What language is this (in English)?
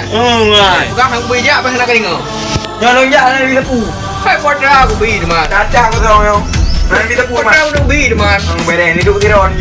Achinese